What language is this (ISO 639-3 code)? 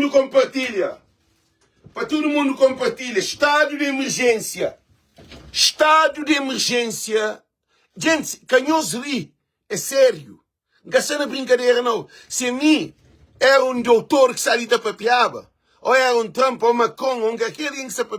kea